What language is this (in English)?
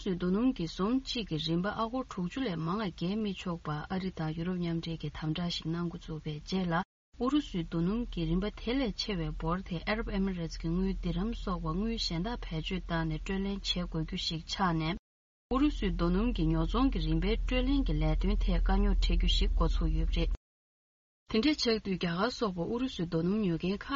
Tibetan